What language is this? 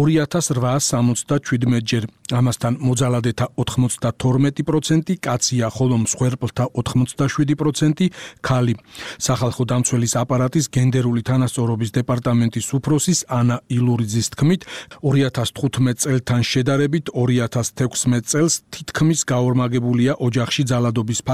Georgian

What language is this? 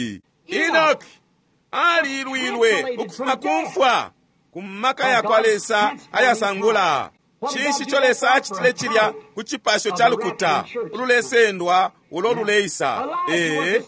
Bemba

